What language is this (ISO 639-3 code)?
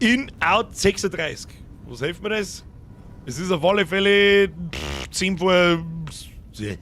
bar